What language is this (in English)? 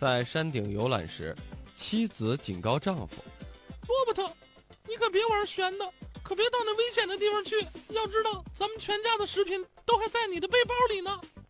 Chinese